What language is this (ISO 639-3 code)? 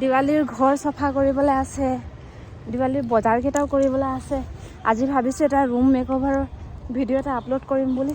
asm